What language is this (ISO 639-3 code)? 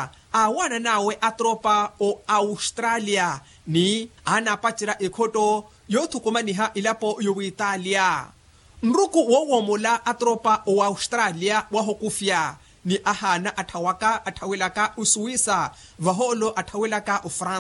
vmw